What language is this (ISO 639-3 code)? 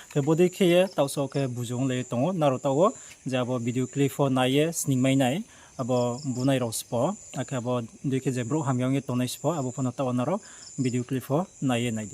ria